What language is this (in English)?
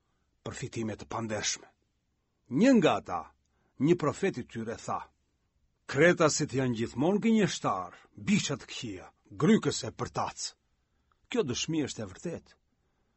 Albanian